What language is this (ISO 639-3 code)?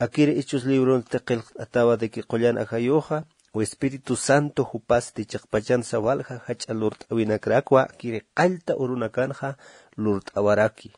aym